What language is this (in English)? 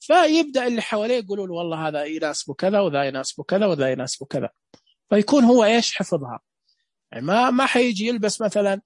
Najdi Arabic